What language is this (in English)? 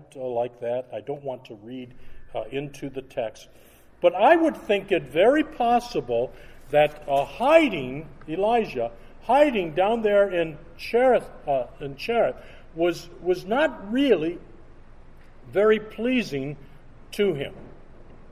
English